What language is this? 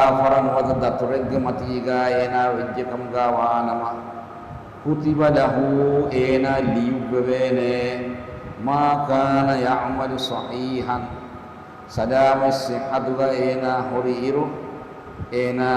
Divehi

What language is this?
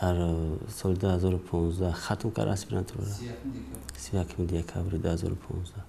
Tajik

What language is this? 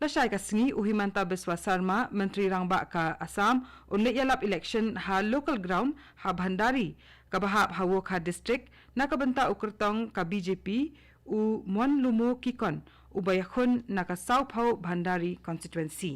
Khasi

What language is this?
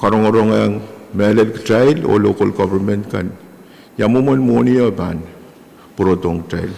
Pohnpeian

